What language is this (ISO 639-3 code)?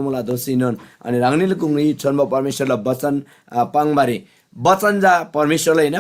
taj